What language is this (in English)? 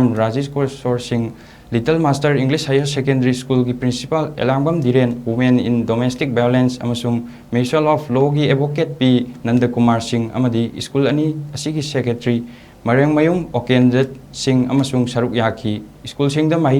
Manipuri